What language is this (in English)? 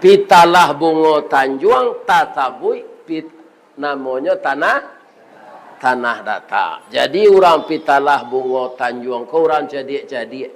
Minangkabau